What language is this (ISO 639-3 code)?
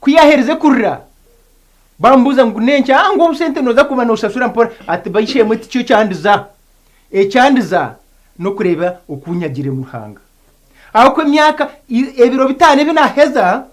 nyn